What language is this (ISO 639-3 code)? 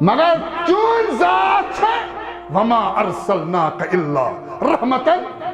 kas